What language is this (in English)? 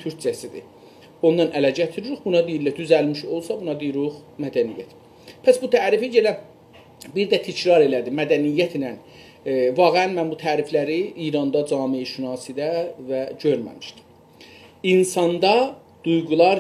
South Azerbaijani